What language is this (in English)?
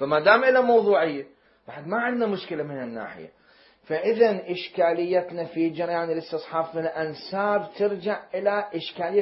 Mesopotamian Arabic